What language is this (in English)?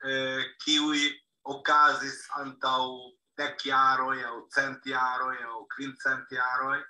Esperanto